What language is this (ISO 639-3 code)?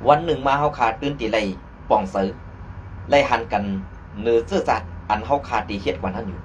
shn